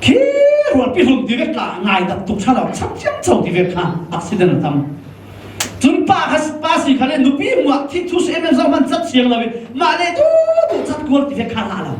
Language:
Falam Chin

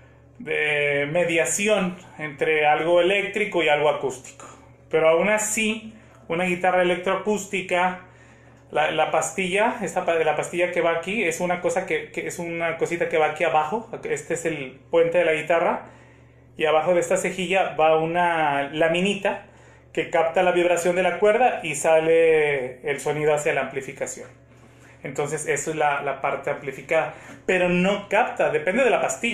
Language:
Spanish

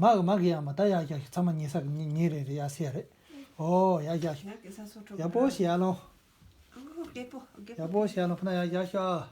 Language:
Tibetan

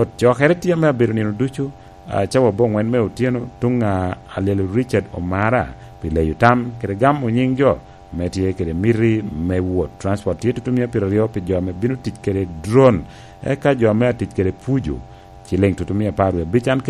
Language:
Lango (Uganda)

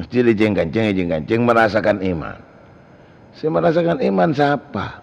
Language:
Madurese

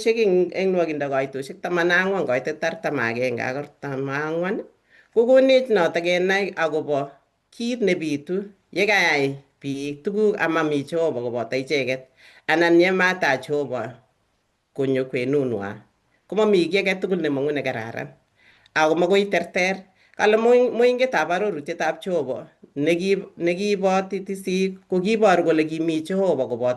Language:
Kalenjin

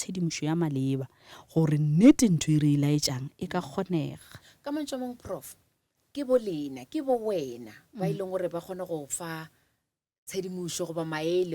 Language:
Northern Sotho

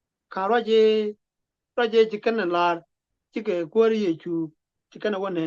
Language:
Nuer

